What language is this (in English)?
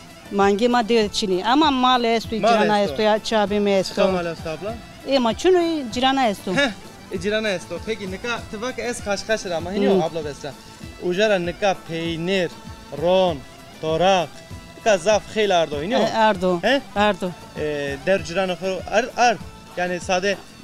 Zaza